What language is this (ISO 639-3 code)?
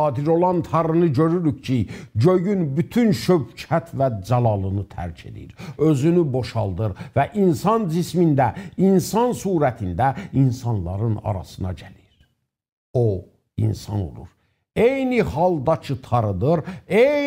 azb